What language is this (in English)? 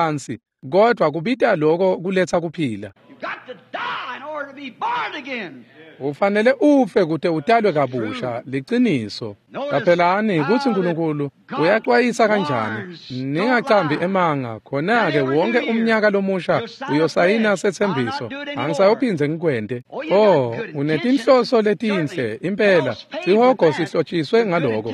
Swati